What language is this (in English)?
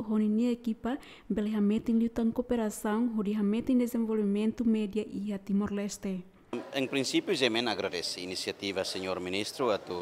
Tetum